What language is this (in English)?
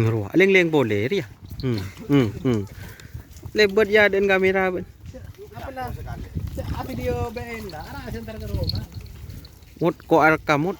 Madurese